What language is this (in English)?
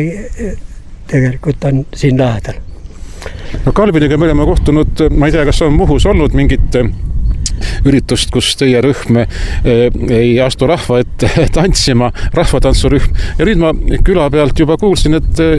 Estonian